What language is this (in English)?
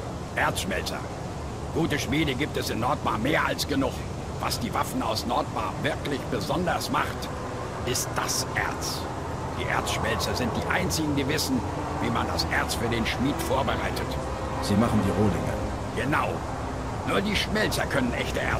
Bavarian